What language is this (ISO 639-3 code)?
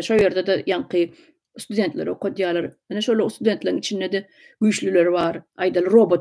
tuk